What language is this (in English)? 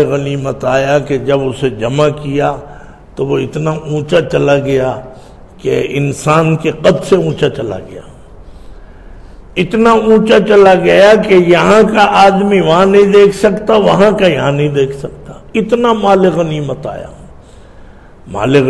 Urdu